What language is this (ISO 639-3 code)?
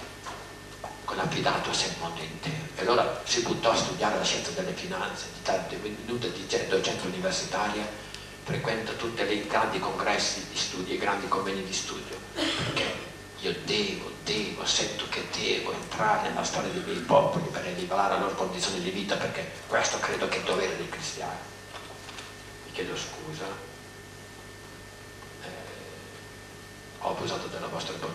ita